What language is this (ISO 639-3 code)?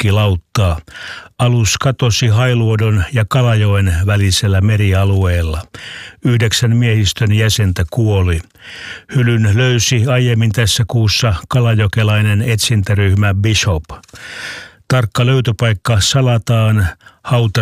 fin